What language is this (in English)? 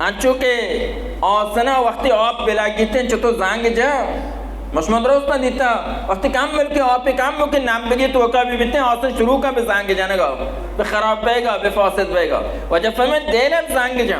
Baluchi